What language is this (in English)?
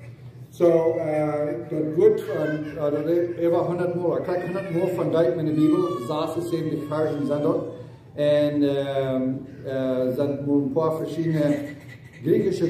Plautdietsch